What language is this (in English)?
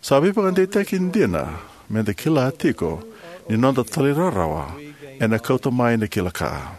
Fijian